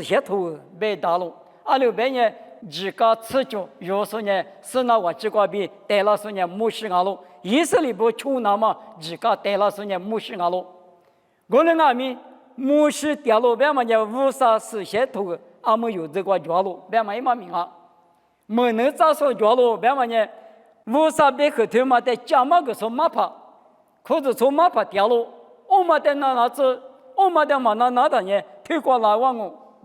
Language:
Lisu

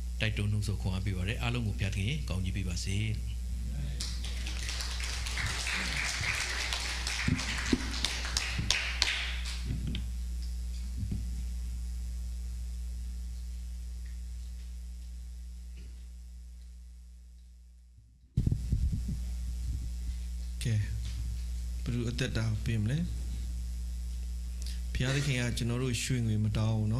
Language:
Burmese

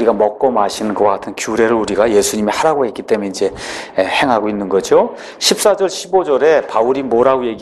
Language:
Korean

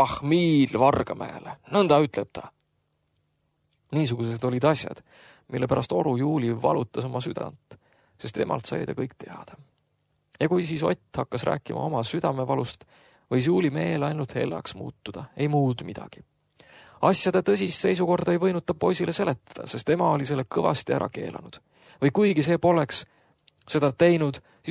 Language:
Estonian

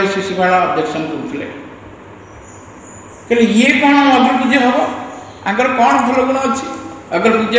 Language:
Odia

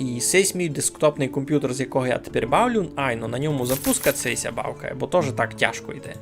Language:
Rusyn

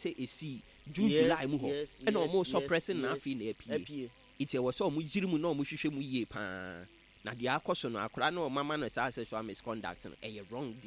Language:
Akan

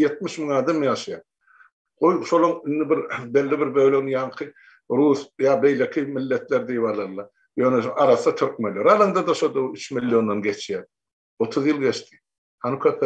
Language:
Turkmen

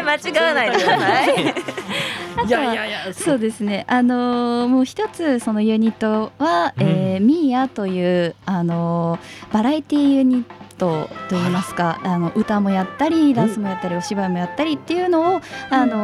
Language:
Japanese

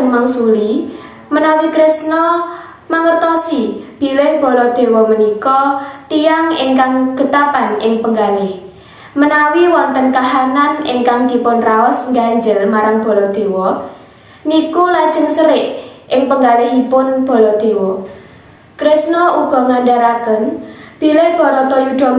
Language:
Javanese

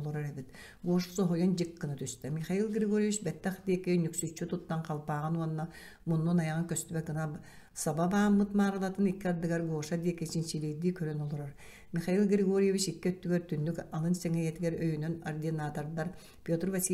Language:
Yakut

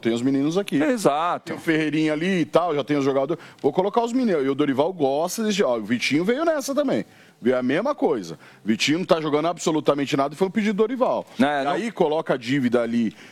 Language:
Portuguese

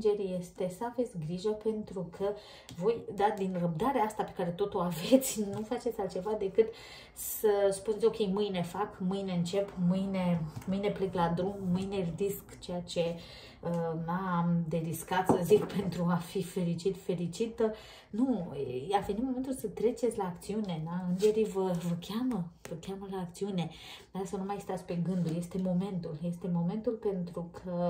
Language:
Romanian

